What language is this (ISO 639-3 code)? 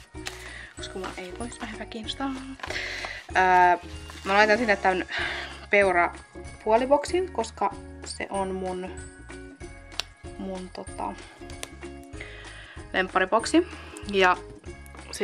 fin